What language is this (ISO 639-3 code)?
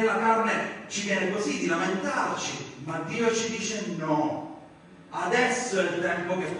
ita